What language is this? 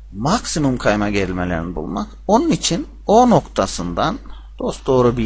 Turkish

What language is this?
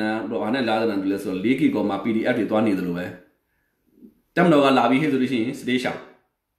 Burmese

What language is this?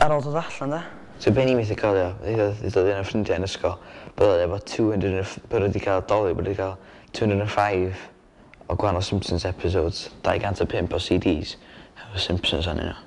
Welsh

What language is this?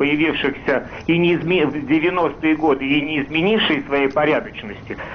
Russian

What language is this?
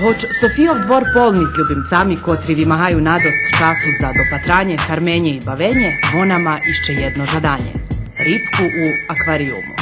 Rusyn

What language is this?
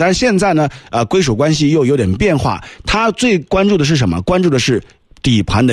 Chinese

